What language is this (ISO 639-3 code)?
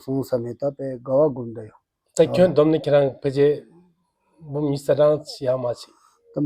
bod